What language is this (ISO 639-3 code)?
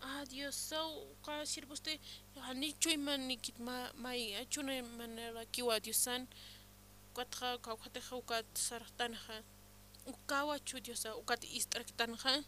aym